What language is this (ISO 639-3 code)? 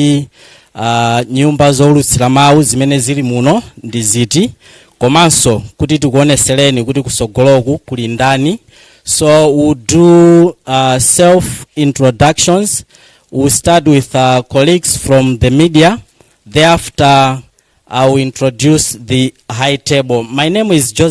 nya